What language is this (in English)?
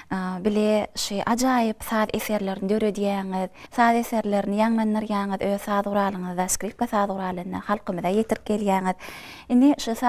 Turkmen